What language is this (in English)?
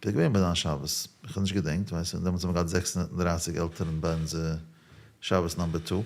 Yiddish